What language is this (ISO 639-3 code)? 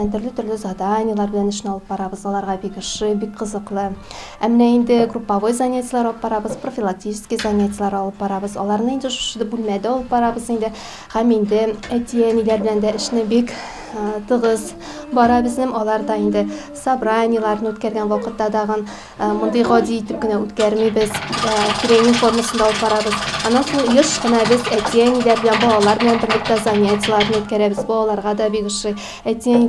tat